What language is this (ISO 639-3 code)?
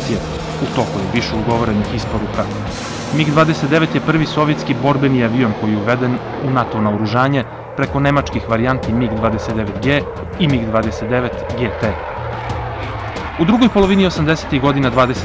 srp